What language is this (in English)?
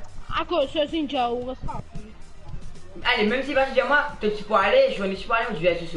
Morisyen